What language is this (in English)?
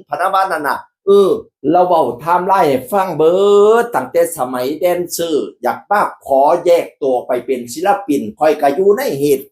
Northeastern Thai